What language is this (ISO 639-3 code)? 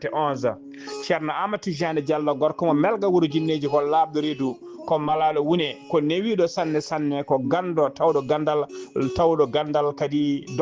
ful